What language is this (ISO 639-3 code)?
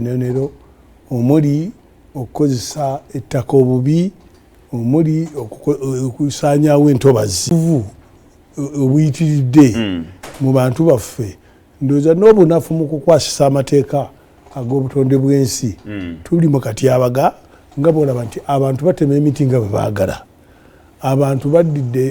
lug